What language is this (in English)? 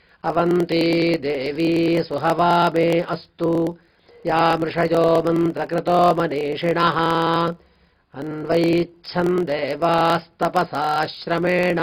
Sanskrit